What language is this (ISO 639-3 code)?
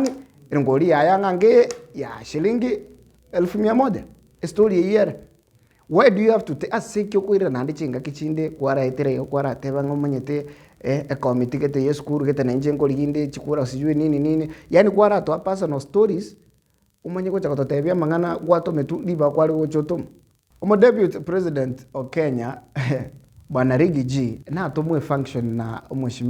guz